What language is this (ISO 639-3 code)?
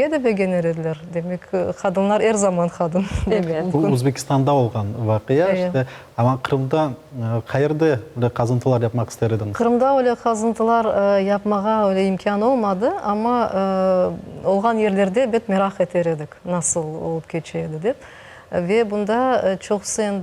crh